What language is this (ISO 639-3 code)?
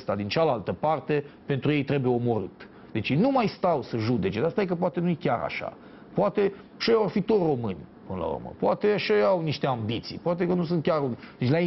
ron